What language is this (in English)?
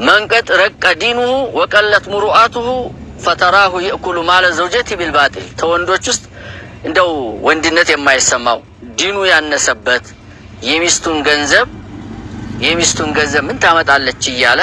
Amharic